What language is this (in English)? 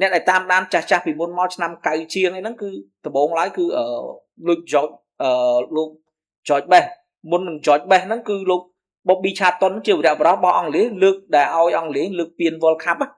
Khmer